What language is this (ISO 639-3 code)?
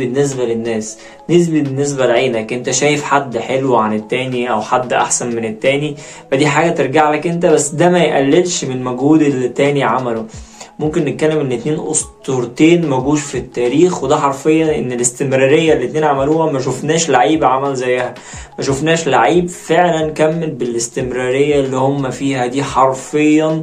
arz